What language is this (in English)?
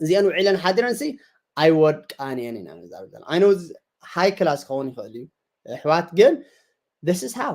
Tigrinya